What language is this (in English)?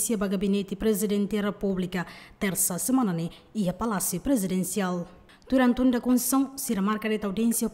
Tetum